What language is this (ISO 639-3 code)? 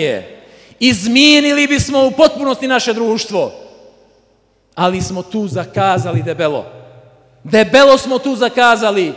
bos